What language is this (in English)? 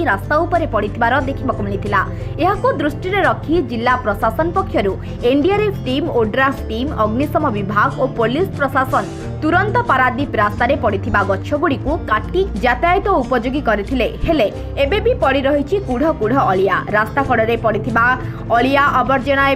Odia